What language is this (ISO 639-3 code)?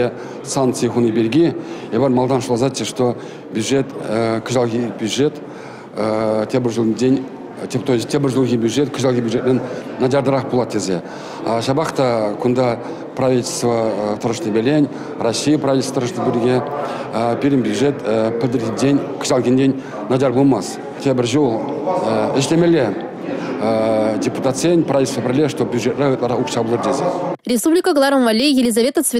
chv